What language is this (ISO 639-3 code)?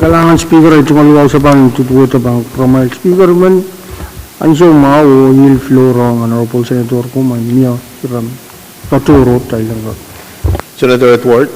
pon